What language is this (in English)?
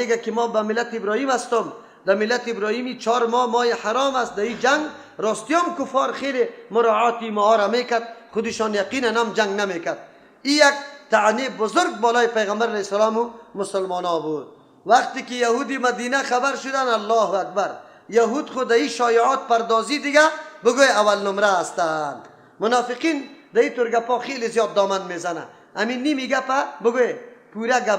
Persian